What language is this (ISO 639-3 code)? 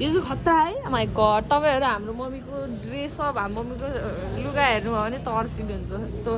nep